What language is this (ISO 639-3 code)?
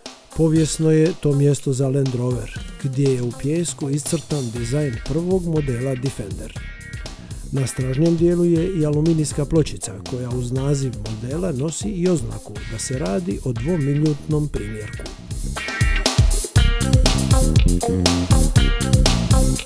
hrv